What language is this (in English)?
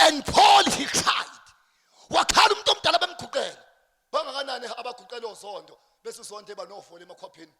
Zulu